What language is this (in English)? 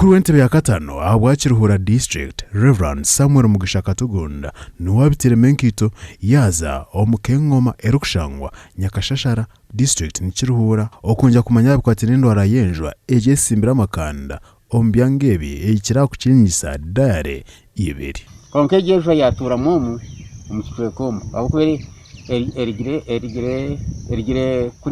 Nyankole